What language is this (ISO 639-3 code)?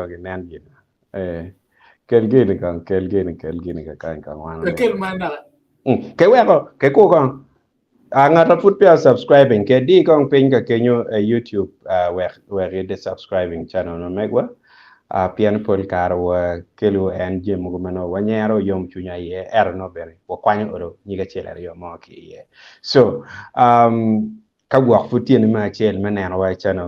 ach